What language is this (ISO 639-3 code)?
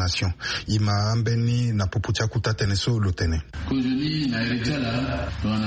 sag